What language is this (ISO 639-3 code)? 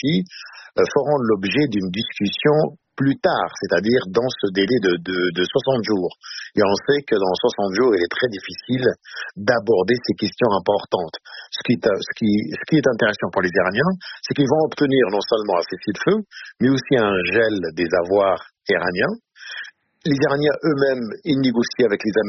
fra